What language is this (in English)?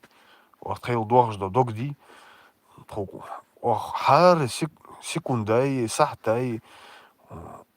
Chechen